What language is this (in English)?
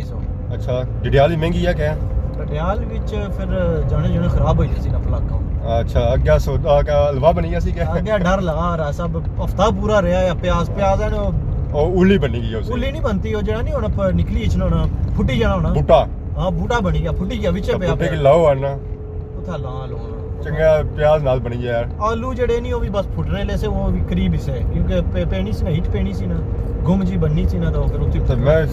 Pahari-Potwari